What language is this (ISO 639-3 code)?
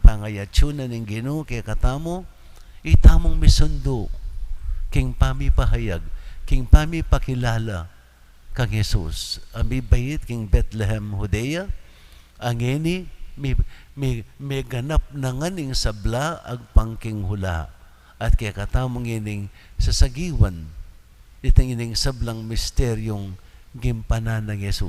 pam